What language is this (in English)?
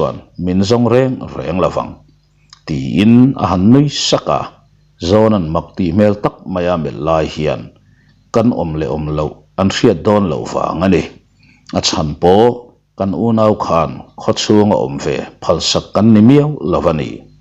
Mizo